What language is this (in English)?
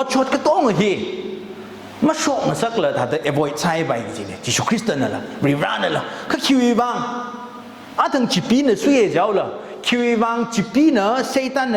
Tangkhul Naga (India)